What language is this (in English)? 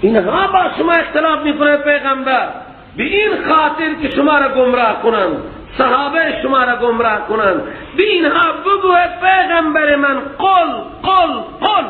Persian